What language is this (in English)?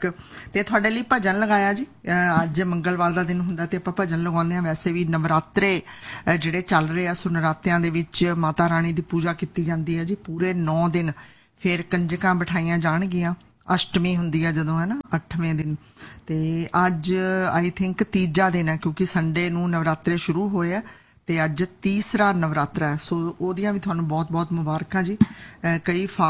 Punjabi